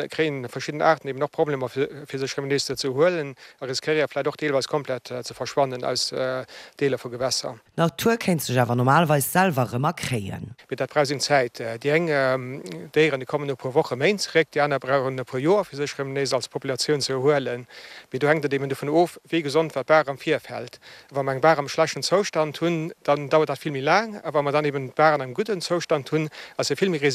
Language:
Luxembourgish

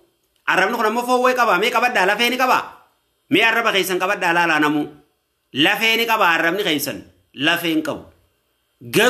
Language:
Oromo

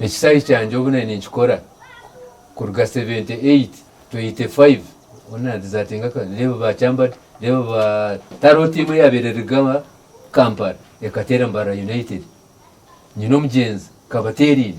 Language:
Nyankole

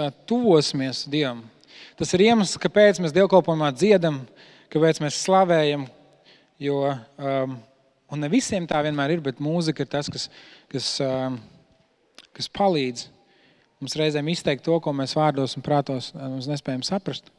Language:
Latvian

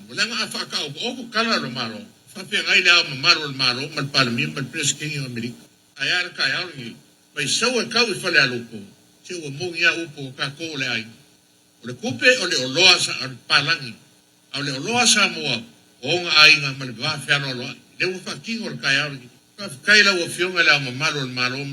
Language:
Samoan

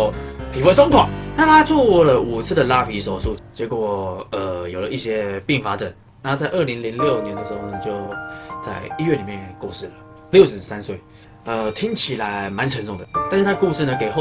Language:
Chinese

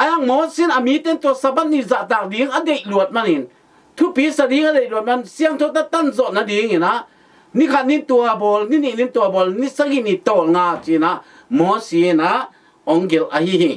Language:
Tedim Chin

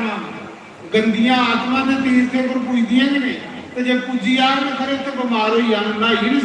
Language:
Dogri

